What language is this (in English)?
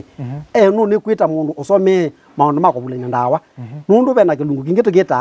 Kamba